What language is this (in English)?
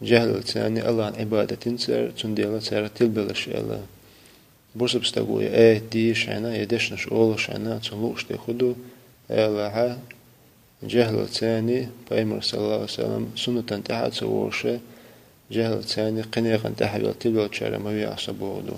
Chechen